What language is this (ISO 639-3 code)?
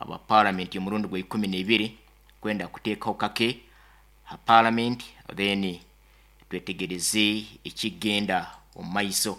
nyn